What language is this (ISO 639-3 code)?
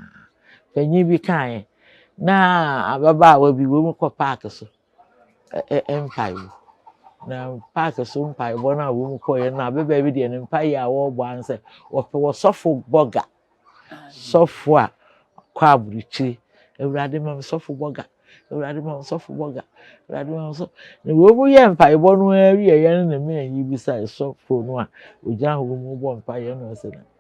aka